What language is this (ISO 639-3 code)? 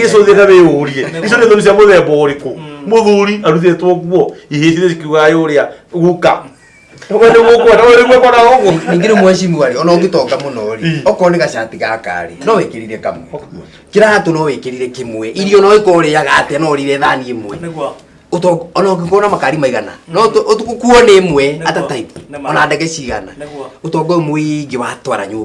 kik